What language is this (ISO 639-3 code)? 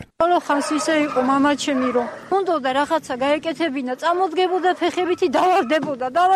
kat